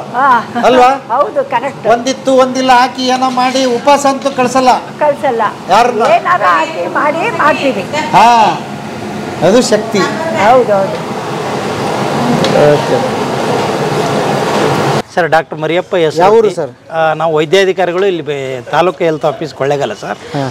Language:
Kannada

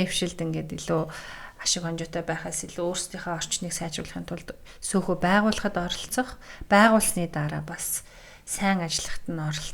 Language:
Mongolian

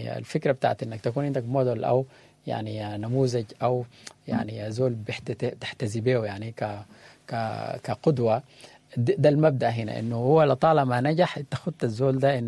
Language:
Sudanese Arabic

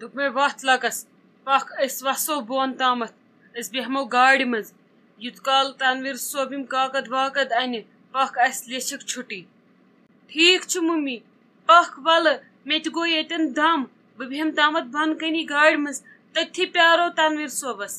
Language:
Kashmiri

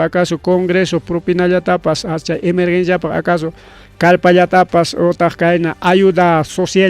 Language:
Ayacucho Quechua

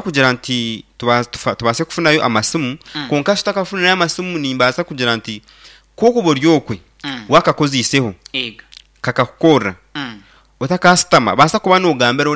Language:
Nyankole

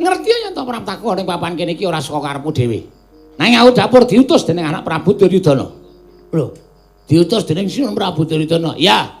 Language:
Javanese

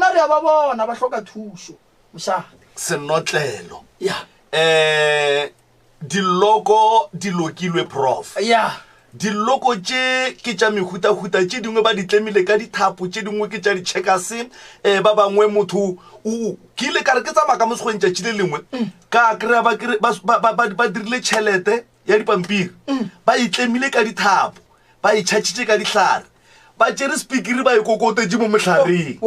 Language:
Northern Sotho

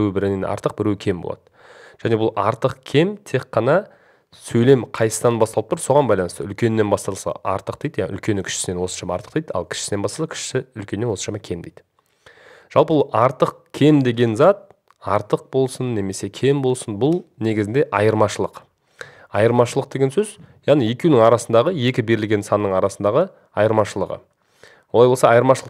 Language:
Kazakh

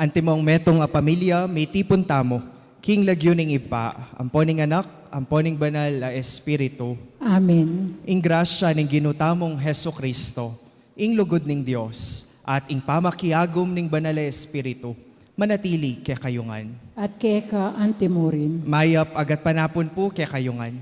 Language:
Pampanga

